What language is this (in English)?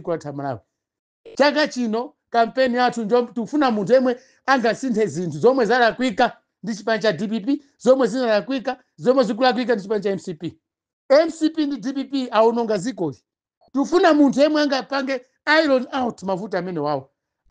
Nyanja